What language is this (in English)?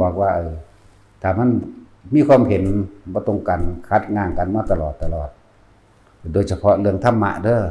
Northeastern Thai